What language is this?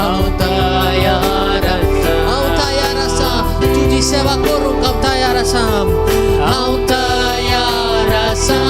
Konkani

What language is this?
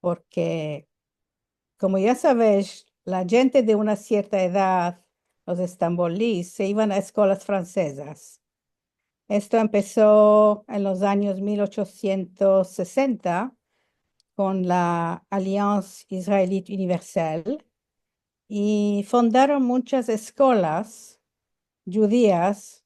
Ladino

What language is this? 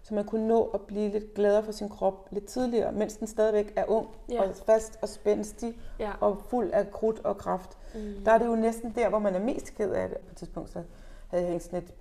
Danish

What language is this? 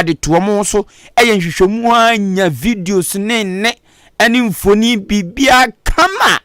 Akan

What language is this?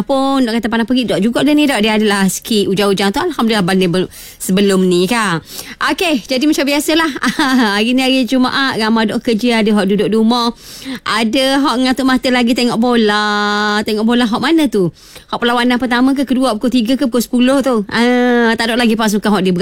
Malay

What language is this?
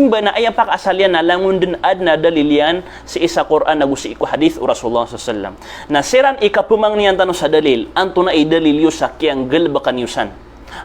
Maranao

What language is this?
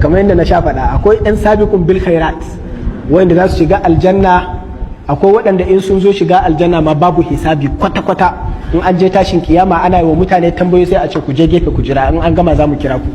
Hausa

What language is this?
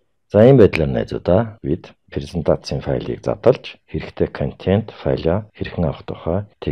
Mongolian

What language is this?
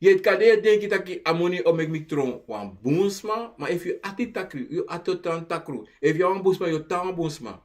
Sranan Tongo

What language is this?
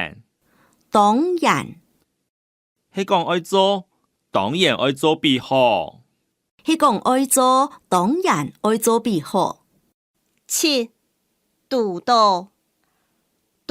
Hakka Chinese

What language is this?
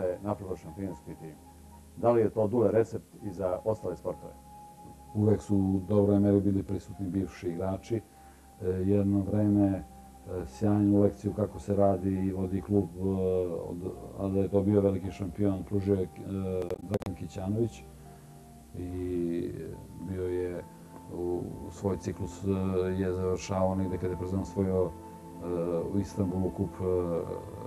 Serbian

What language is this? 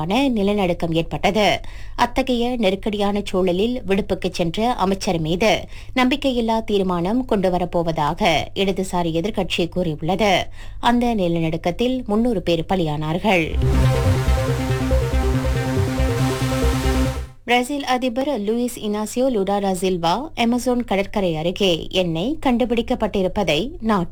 Tamil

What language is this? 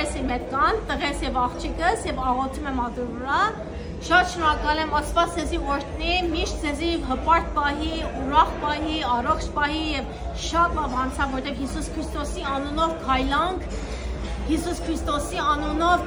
Western Armenian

